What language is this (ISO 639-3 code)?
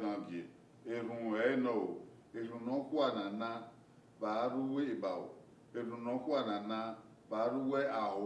bin